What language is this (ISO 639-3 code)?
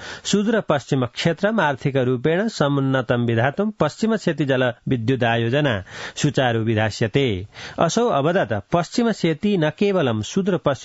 san